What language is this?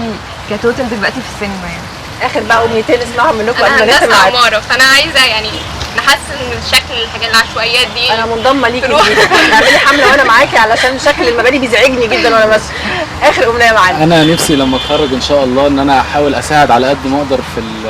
Egyptian Arabic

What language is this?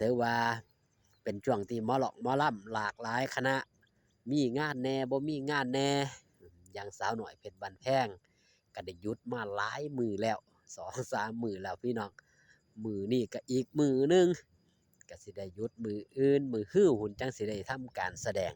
Northeastern Thai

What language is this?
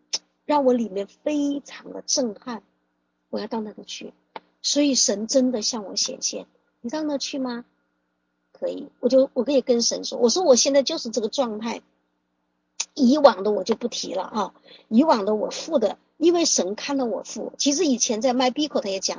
Chinese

